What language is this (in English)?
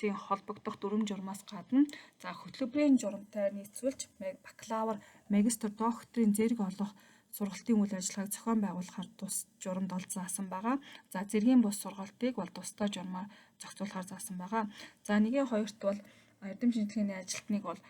Mongolian